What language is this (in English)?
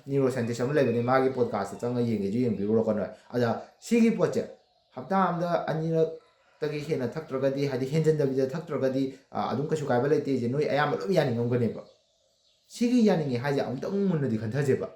Manipuri